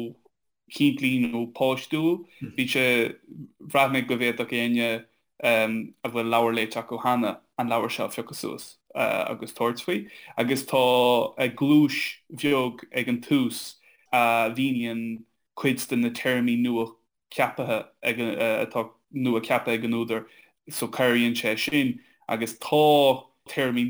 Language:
Irish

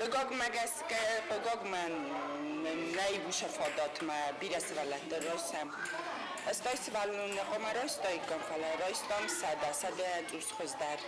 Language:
Ossetic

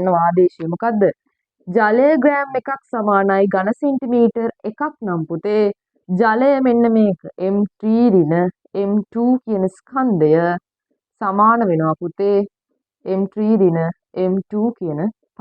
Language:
Sinhala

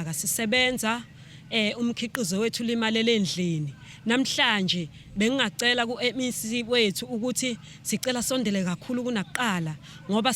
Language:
Zulu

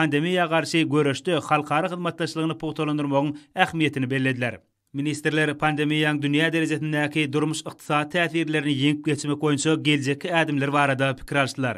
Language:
Turkmen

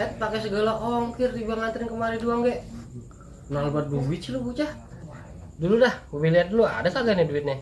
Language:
Betawi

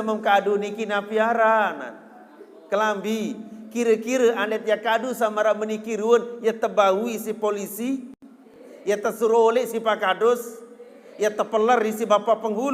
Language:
Sasak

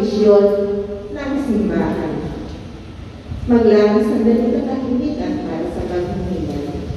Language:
Filipino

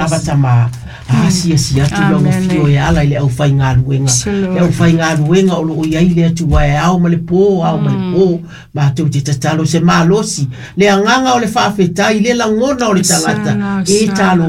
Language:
Samoan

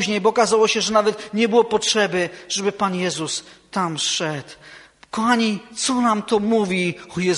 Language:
Polish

